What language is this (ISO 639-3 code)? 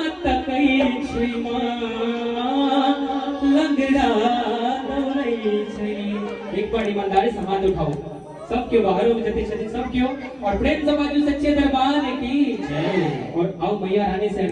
mai